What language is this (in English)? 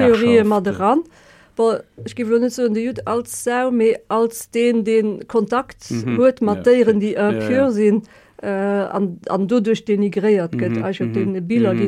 Luxembourgish